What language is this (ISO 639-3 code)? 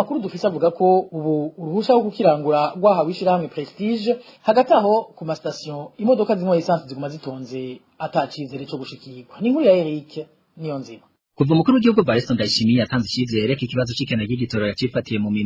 run